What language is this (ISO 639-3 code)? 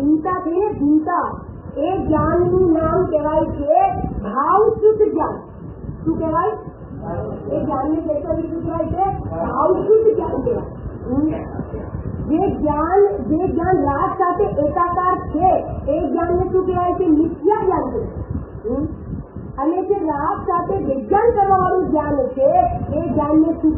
guj